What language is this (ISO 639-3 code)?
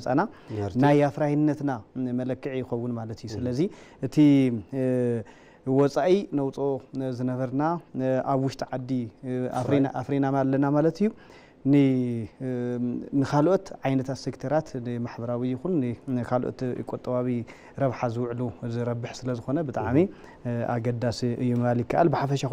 tir